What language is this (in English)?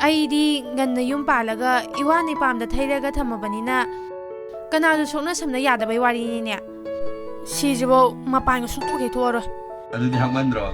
Manipuri